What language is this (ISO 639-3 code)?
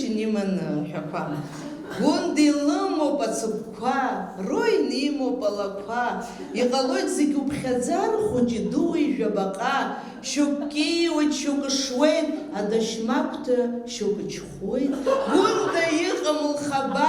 abk